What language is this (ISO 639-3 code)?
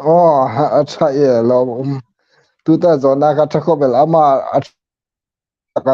hmr